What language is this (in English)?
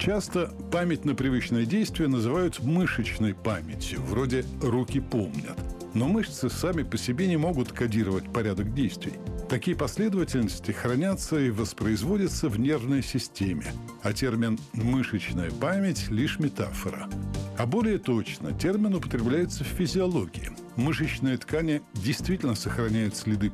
Russian